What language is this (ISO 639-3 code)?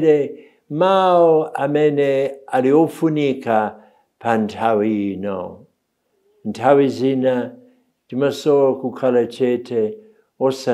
nya